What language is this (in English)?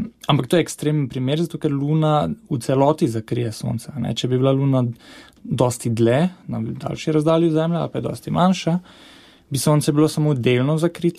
Slovenian